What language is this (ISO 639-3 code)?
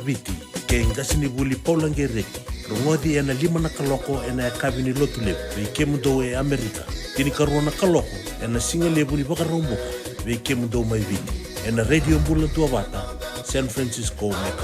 fij